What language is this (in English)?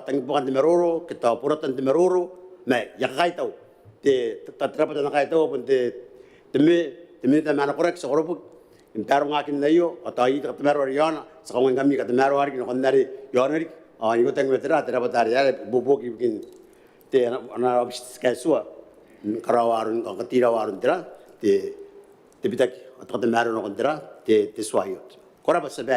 Gilbertese